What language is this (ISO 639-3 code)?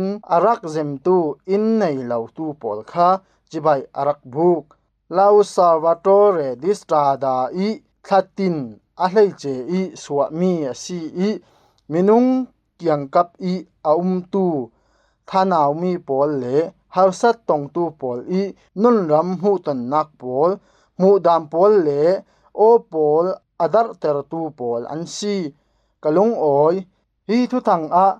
cfm